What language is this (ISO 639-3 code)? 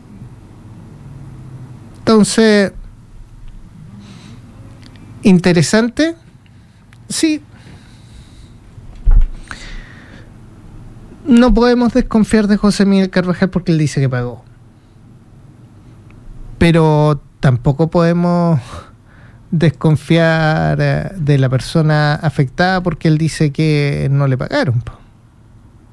spa